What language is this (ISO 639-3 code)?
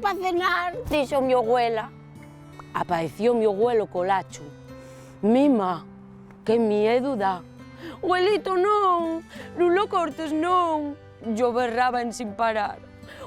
ast